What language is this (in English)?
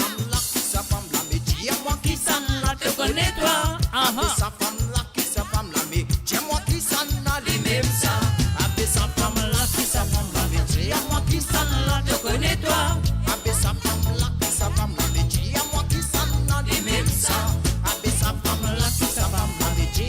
Morisyen